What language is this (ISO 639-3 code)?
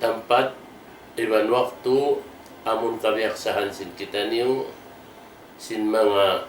tsg